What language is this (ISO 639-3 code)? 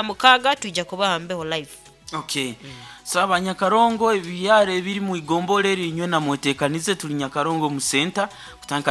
nyo